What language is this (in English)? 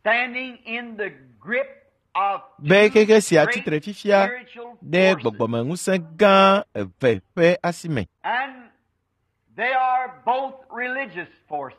Ewe